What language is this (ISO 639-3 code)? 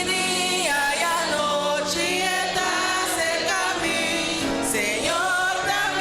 pap